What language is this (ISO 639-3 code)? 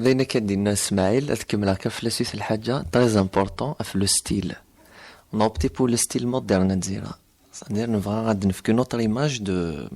kab